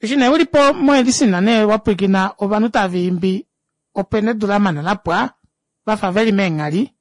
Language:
Kuanyama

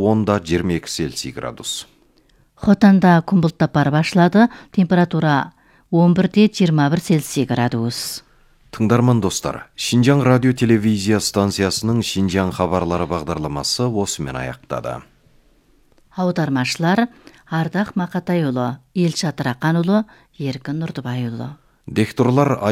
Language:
Kazakh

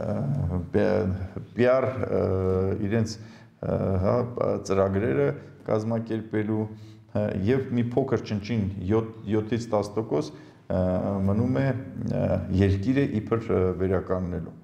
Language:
Armenian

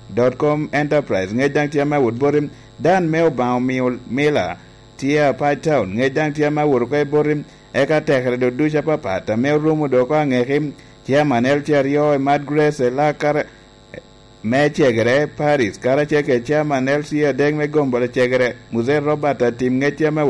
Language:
Lango (Uganda)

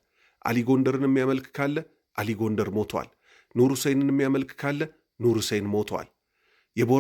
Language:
Amharic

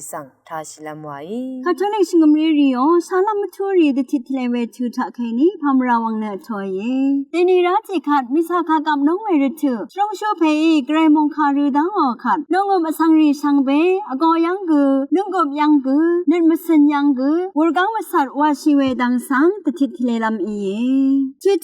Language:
Rawang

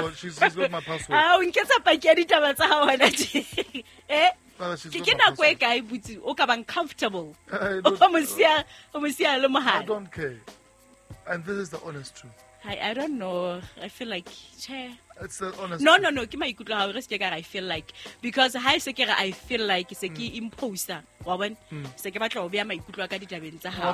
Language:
Southern Sotho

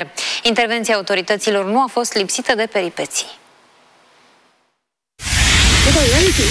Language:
Romanian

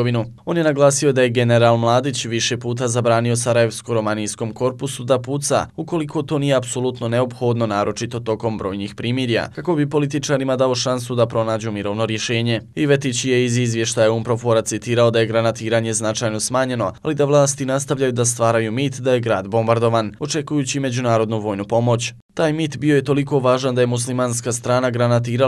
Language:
Bosnian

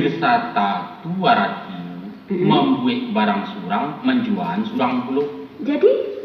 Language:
Minangkabau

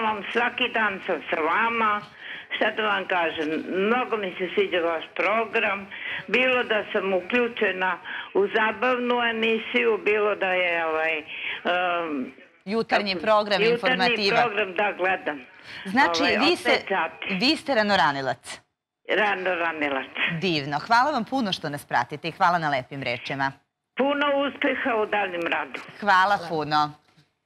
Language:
Serbian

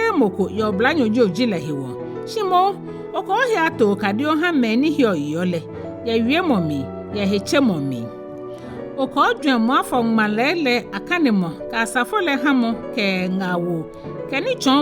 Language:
Ga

